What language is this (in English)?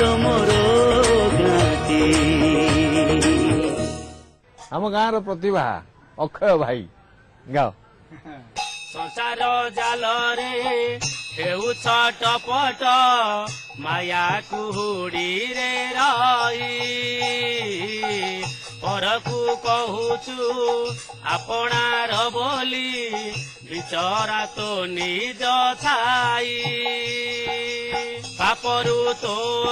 Odia